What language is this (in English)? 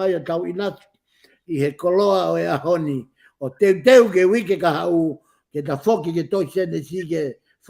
Tongan